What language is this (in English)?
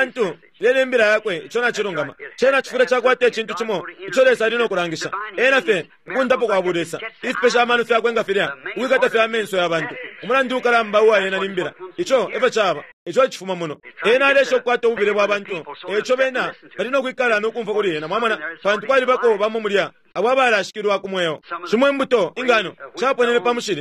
Bemba